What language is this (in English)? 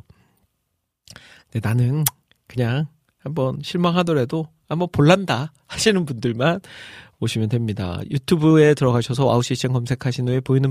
Korean